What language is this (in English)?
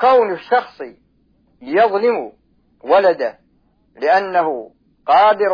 Arabic